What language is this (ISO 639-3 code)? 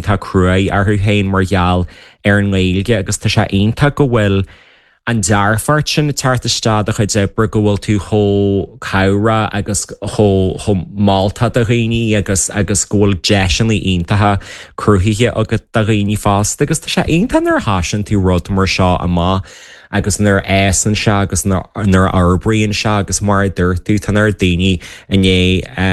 gle